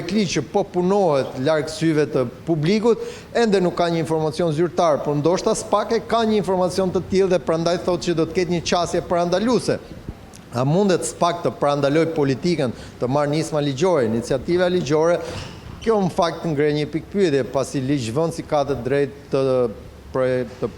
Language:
Albanian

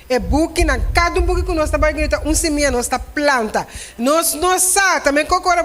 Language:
Papiamento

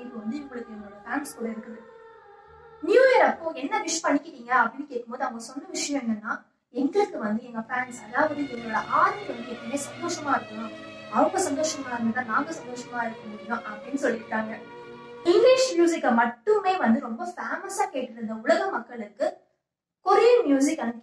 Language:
Tamil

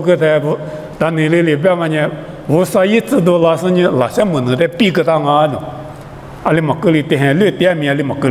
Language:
Lisu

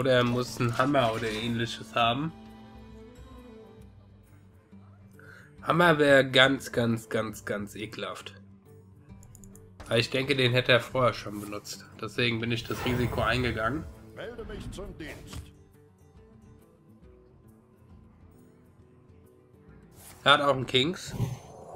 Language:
German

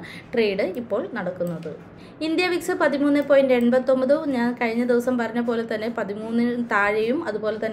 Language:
Malayalam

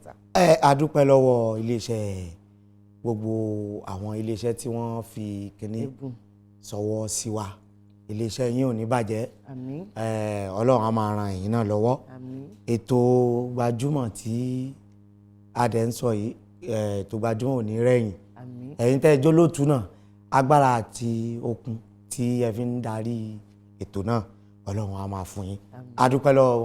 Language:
Yoruba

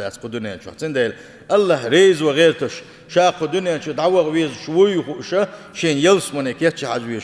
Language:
Chechen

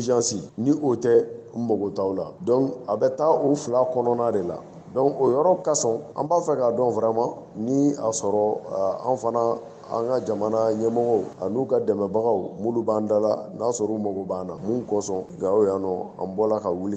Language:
Bambara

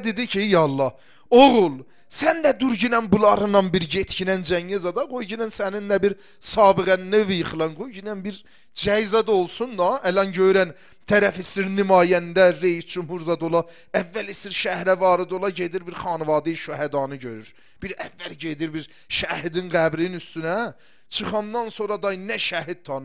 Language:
Azerbaijani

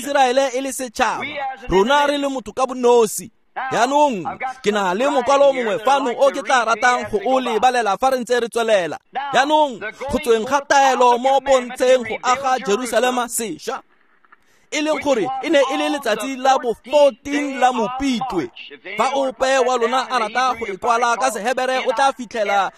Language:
Tswana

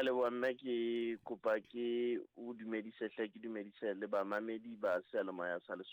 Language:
Southern Sotho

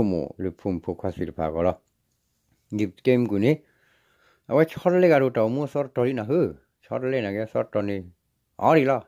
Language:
S'gaw Karen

